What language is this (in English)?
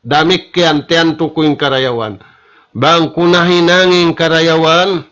Tausug